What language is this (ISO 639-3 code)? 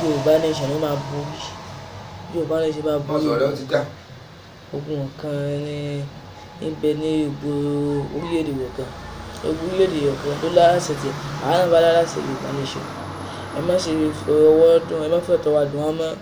yor